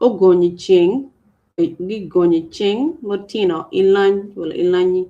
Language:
Acoli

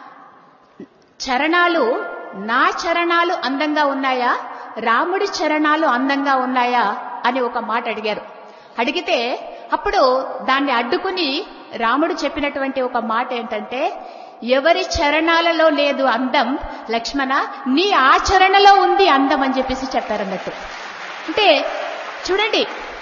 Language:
Telugu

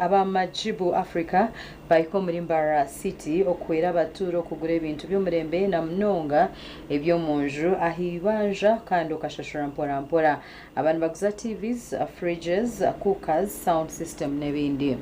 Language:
Nyankole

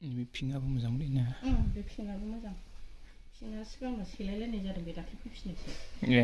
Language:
Bodo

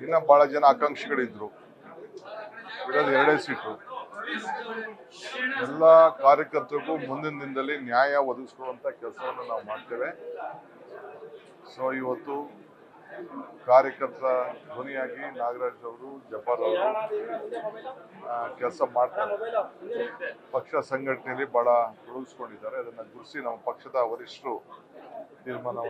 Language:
Kannada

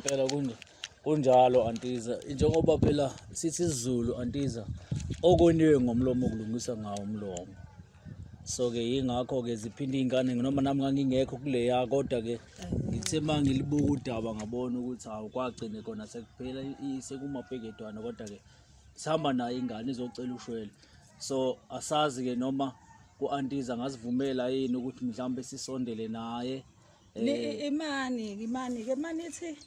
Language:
Zulu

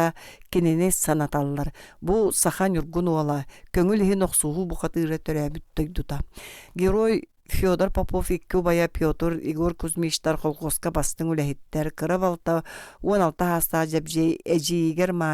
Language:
Yakut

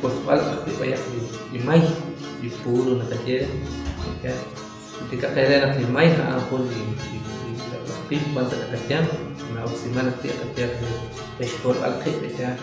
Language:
Kekchí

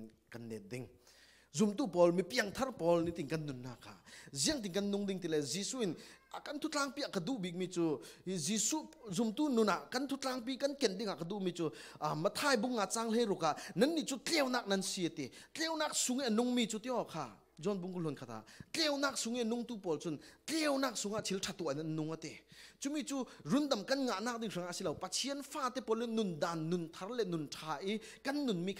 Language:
Falam Chin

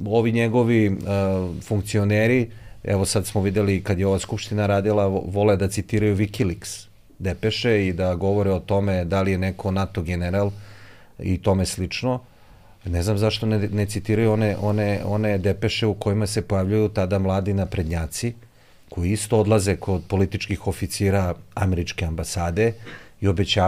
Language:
Serbian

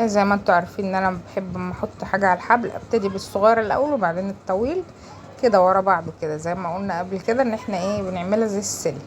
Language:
Egyptian Arabic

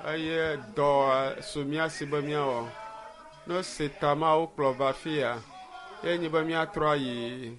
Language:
Ewe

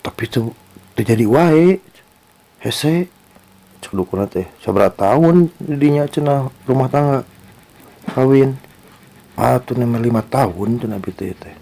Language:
Sundanese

